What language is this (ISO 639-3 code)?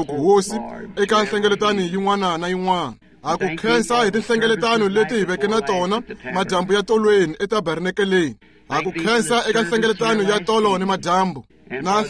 tso